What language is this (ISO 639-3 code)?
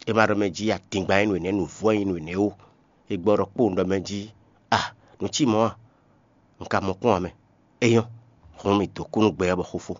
fon